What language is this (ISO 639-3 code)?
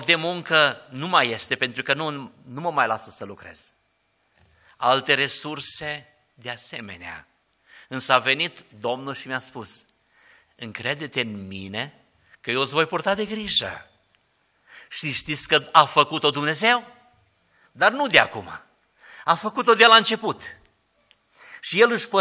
ron